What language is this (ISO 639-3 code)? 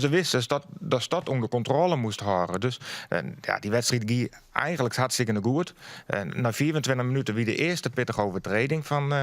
fry